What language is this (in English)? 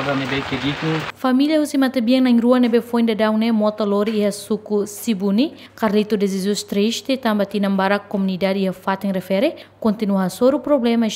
Tetum